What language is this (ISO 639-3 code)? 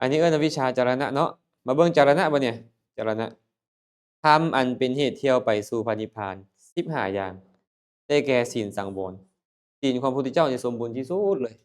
lao